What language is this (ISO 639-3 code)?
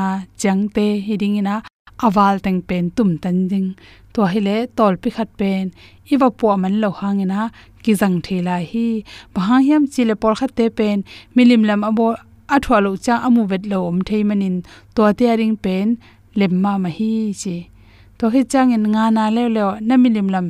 ctd